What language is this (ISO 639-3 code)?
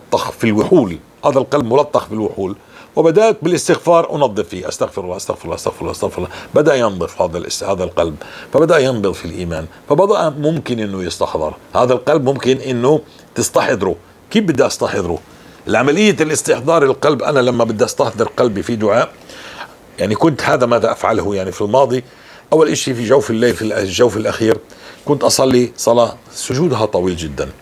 apc